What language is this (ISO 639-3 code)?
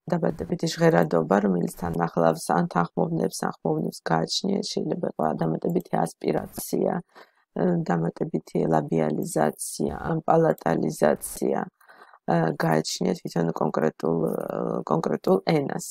kat